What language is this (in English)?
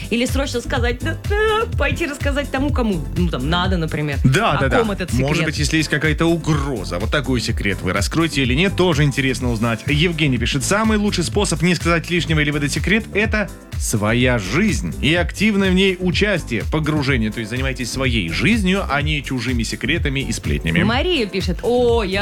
Russian